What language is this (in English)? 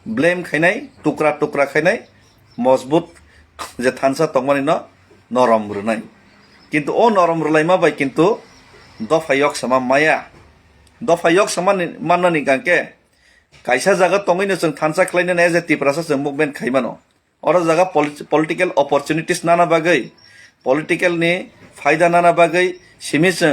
Kok Borok